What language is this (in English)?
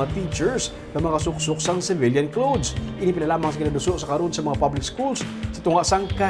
Hiligaynon